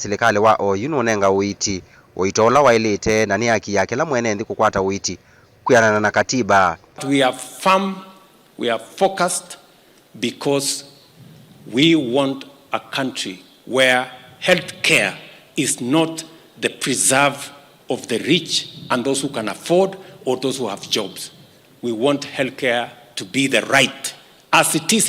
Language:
Kamba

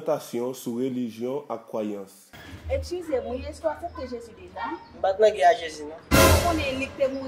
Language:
Haitian Creole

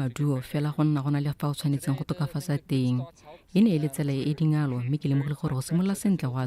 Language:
Tswana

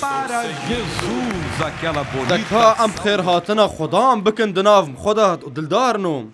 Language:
Kurdish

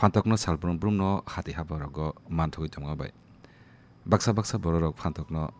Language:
Kok Borok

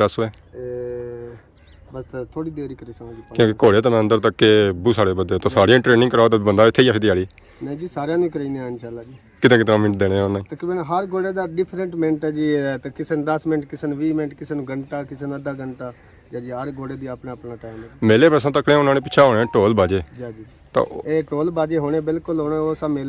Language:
Pahari-Potwari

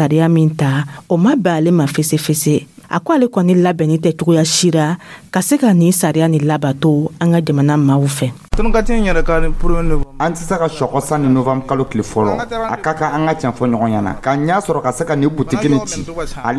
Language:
Dyula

